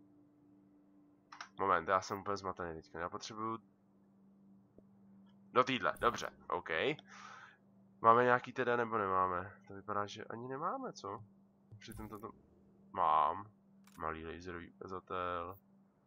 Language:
Czech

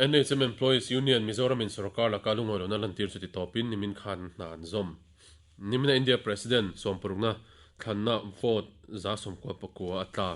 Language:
Mizo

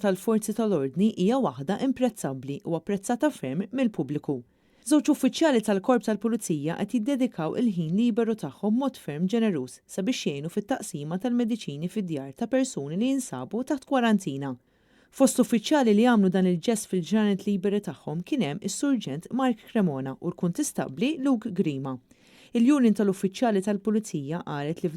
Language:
Maltese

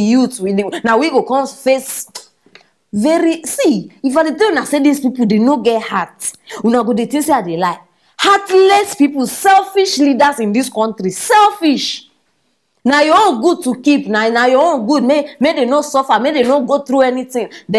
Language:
Nigerian Pidgin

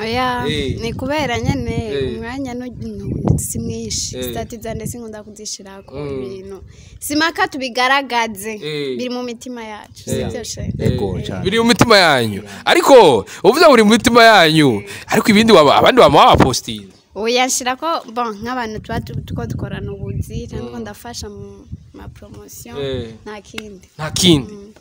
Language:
Rundi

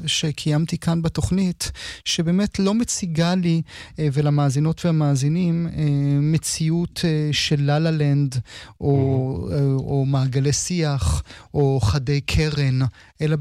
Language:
Hebrew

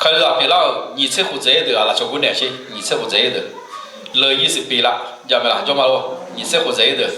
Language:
Akha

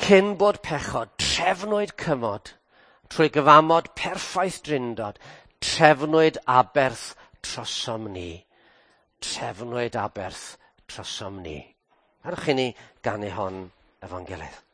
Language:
Welsh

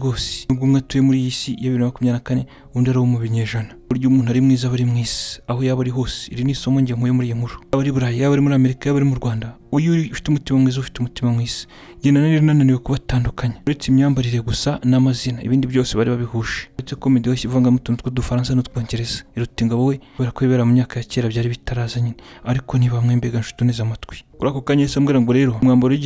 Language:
Kinyarwanda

